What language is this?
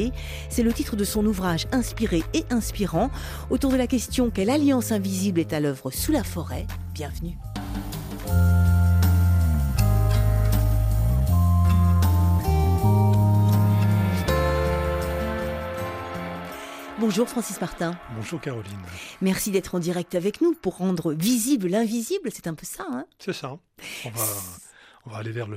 French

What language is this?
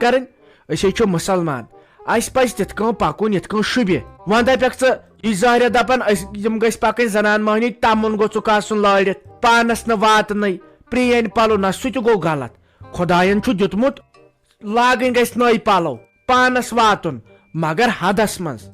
Kashmiri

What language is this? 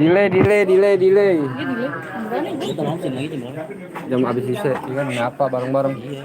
Betawi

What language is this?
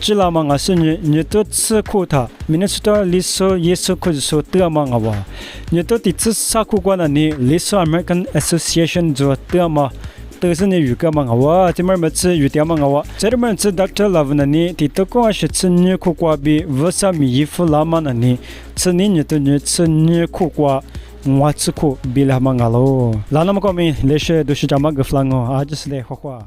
Lisu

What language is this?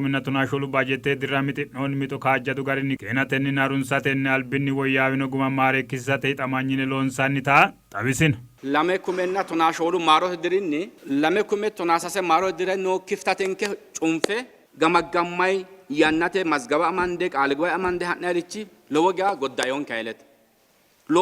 Sidamo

